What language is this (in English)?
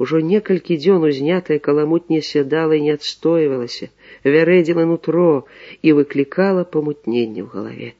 Belarusian